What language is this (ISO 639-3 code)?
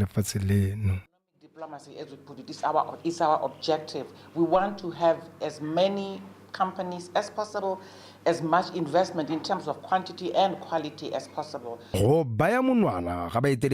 tsn